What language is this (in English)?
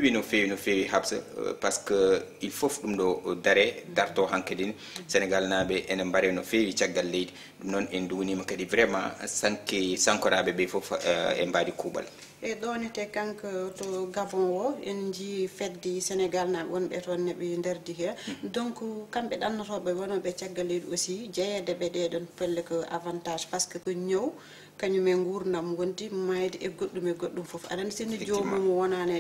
Fula